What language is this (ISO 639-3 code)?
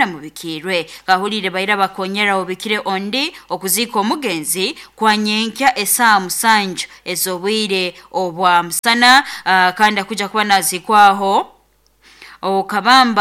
nyn